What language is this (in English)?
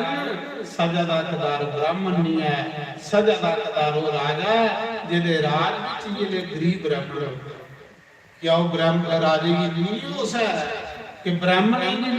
Dogri